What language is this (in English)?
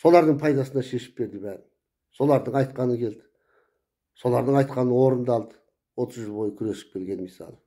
Kazakh